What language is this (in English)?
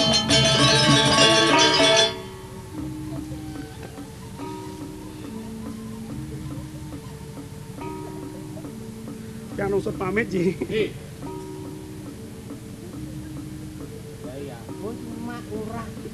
Balinese